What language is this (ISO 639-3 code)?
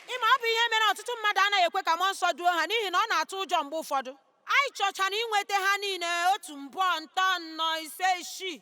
ibo